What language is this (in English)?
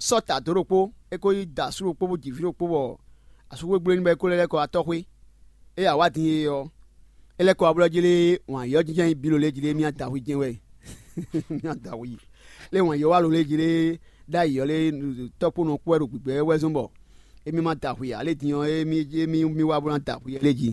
Fon